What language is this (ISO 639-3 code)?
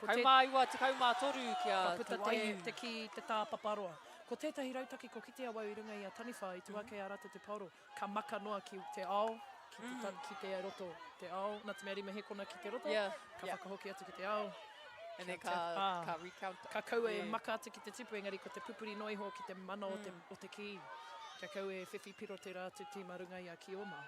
mri